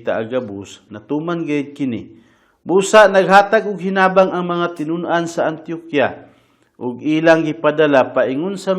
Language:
Cebuano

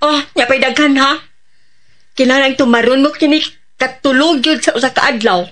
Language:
Cebuano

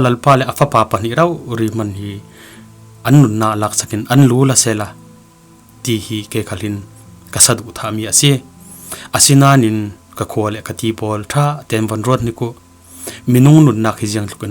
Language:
Falam Chin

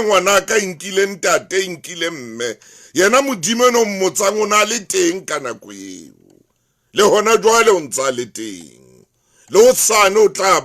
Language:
Southern Sotho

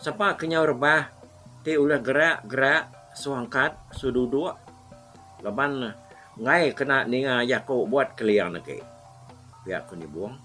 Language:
Iban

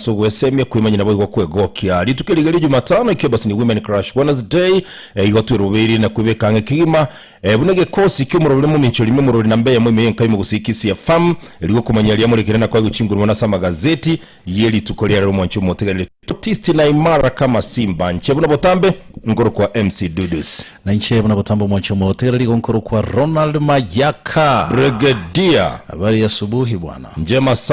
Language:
Gusii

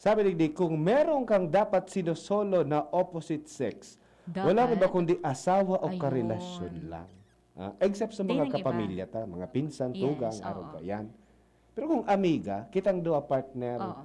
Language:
Bikol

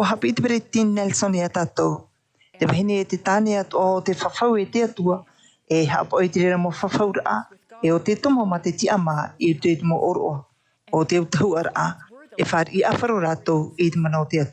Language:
Tahitian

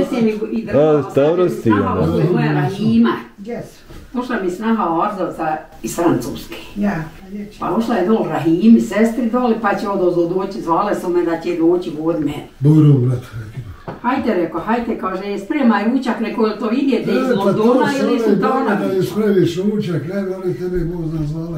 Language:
Bosnian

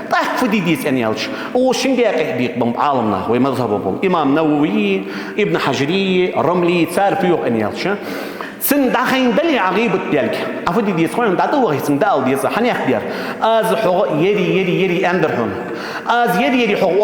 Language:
Ingush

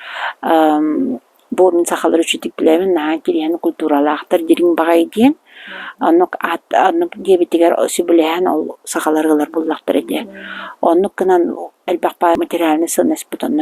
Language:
Yakut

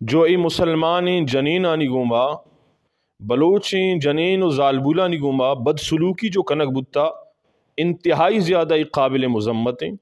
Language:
Eastern Balochi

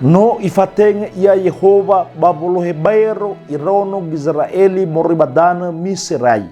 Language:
Nias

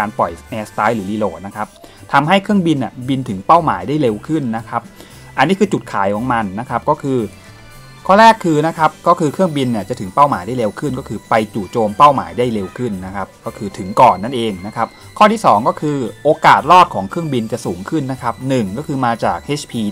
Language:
Thai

